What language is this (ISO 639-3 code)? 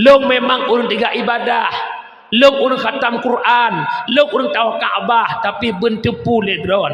ace